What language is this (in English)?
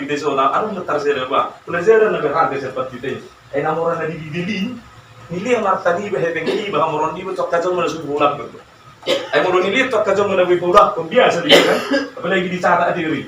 Batak Toba